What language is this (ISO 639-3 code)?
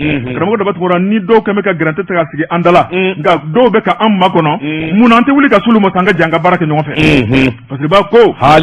bam